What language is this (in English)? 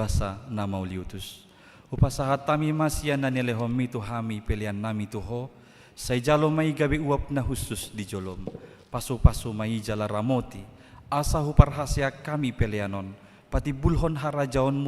Batak Toba